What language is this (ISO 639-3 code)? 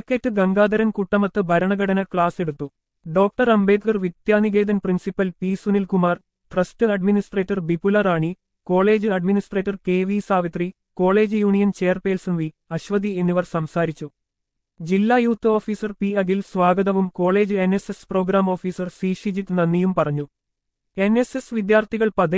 mal